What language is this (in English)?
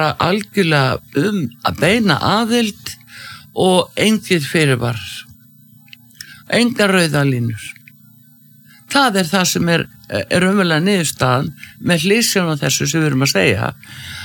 Icelandic